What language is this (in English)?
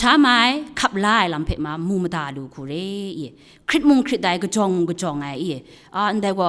Kachin